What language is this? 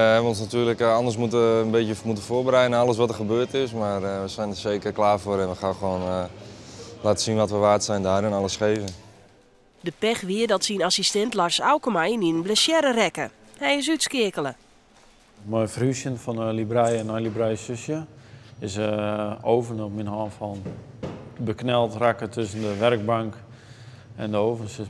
Western Frisian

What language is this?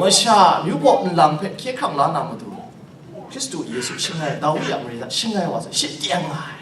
Kachin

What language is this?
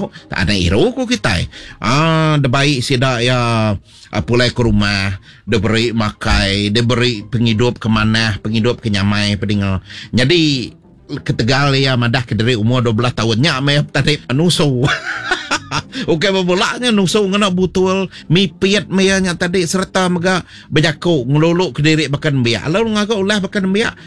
Iban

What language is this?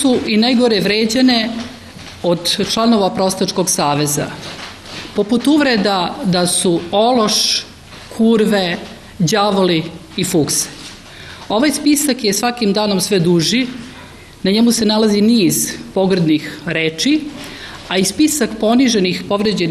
Serbian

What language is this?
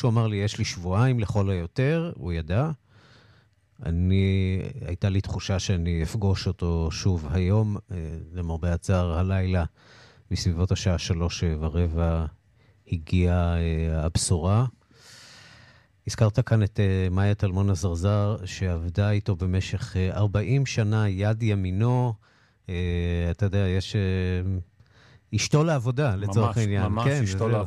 Hebrew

